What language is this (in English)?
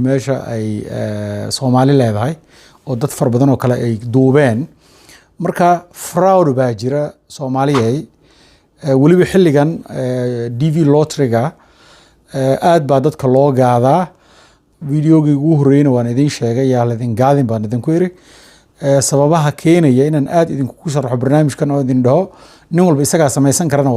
Somali